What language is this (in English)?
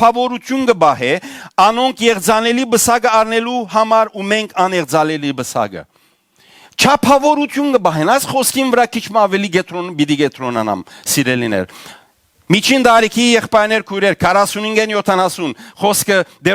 Western Armenian